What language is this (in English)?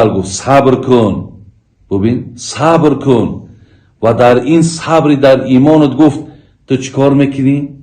Tajik